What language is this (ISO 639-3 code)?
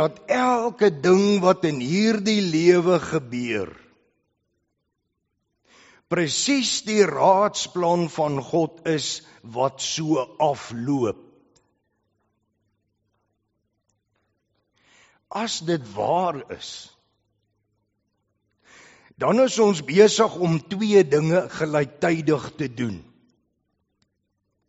afr